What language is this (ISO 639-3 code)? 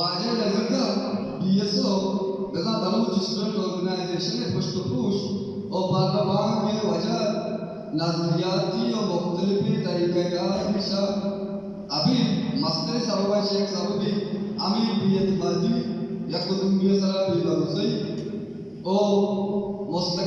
bal